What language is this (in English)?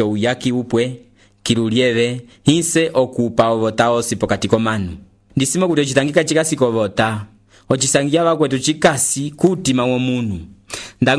Umbundu